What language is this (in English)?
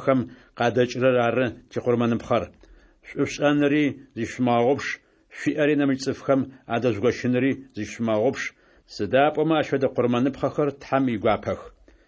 Adyghe